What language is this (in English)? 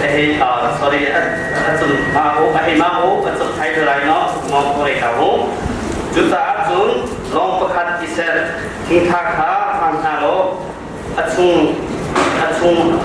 Hakha Chin